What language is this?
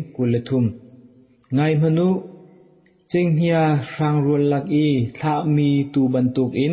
Hakha Chin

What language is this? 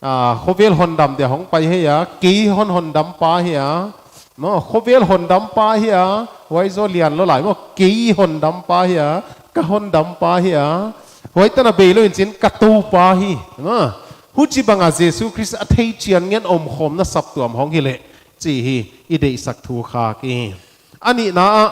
Paite Chin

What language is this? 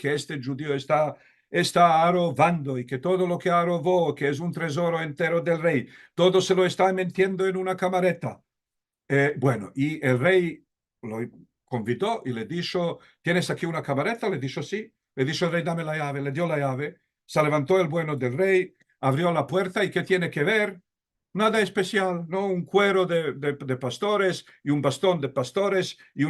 Ladino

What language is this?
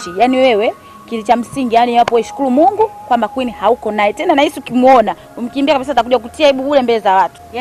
Swahili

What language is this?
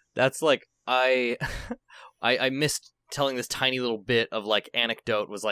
English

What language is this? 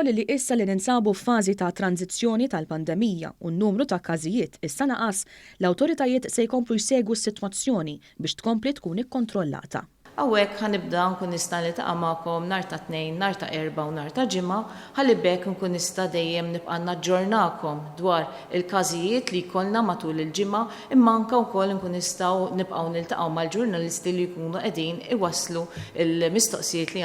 Maltese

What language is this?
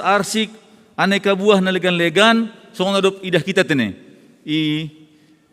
Batak Simalungun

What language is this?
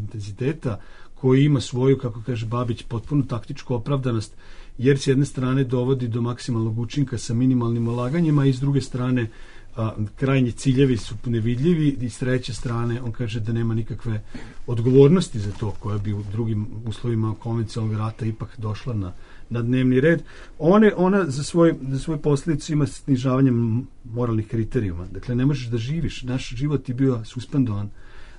Serbian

